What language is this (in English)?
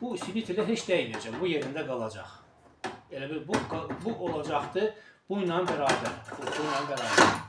Azerbaijani